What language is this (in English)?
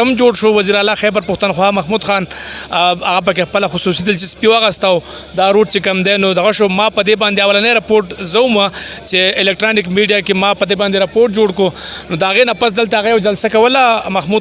Pashto